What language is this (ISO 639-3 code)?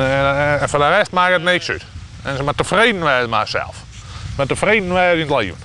fry